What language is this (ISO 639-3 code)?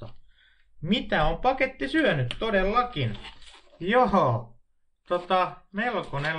fin